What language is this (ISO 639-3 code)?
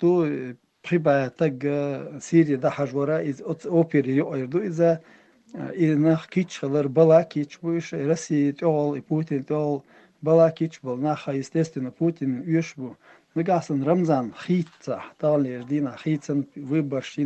che